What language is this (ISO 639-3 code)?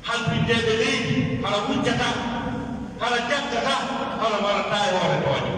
fuf